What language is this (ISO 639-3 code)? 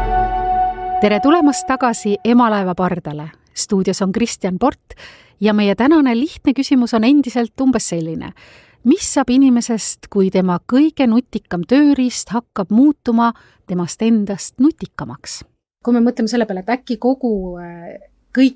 est